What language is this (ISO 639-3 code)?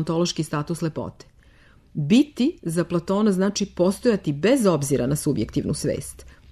srp